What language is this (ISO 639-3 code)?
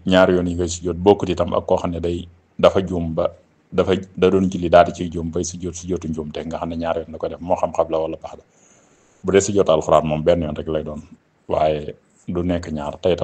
wol